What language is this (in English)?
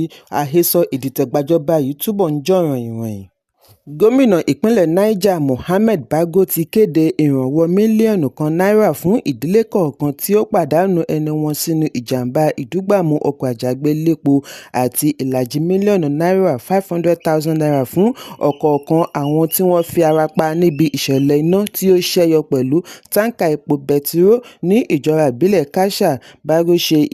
Yoruba